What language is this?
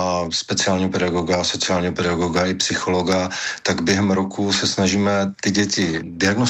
Czech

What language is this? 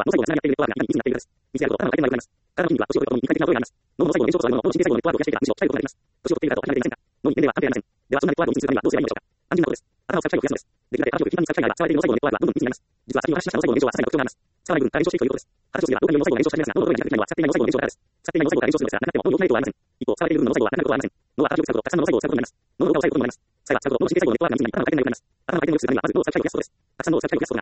Japanese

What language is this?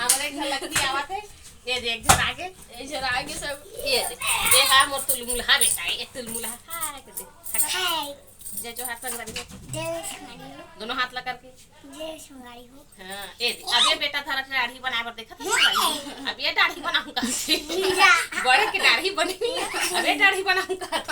Chhattisgarhi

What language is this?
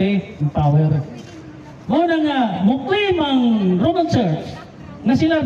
Cebuano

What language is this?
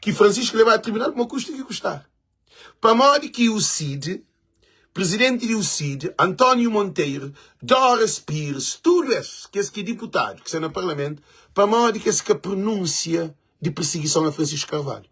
Kabuverdianu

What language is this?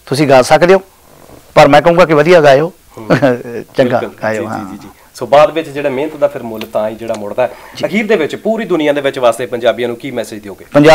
Punjabi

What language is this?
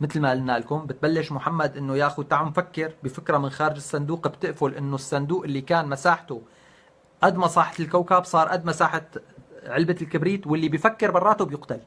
North Levantine Arabic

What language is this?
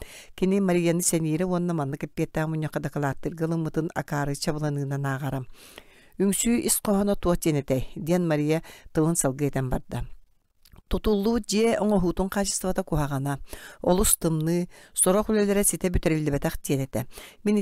Yakut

